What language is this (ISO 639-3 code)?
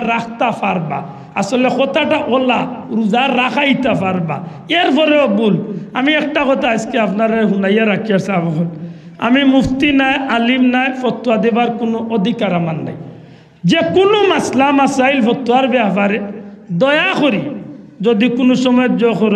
syl